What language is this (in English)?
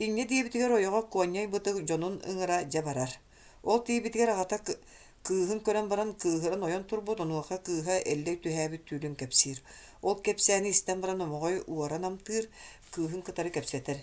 Yakut